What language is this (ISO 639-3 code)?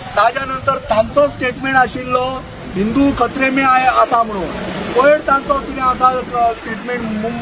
kok